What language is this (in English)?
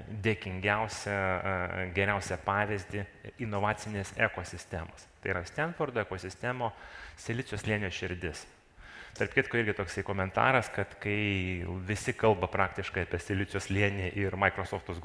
Lithuanian